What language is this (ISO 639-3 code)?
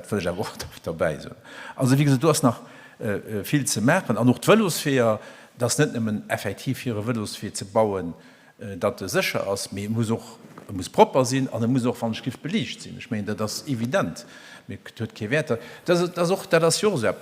ltz